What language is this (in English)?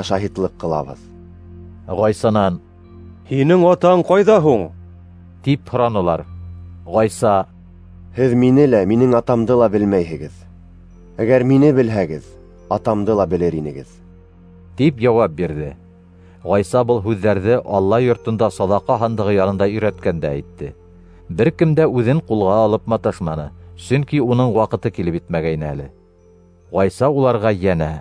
Bashkir